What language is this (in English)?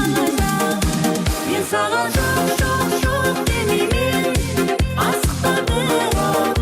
Kara-Kalpak